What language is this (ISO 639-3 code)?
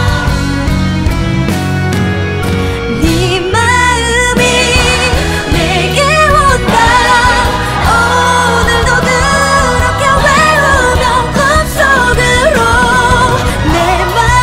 kor